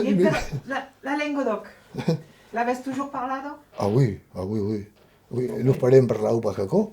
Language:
Occitan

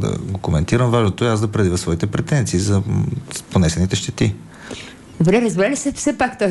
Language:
Bulgarian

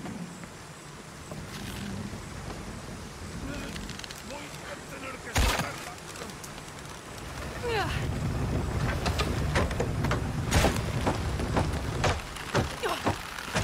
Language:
Spanish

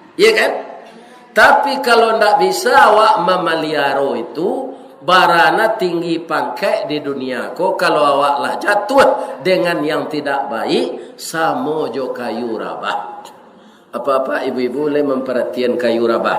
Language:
Minangkabau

